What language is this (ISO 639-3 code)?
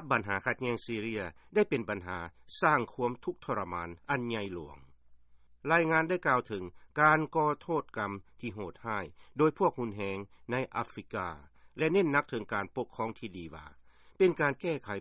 lao